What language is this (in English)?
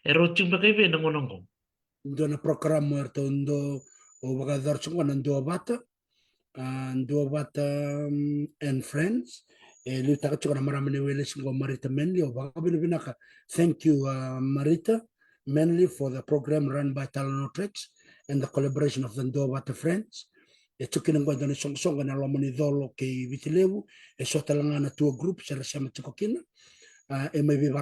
Fijian